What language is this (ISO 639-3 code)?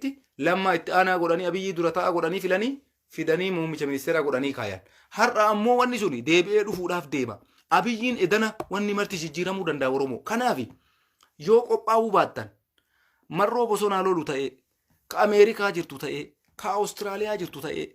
orm